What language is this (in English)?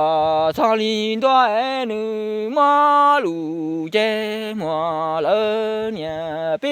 Hmong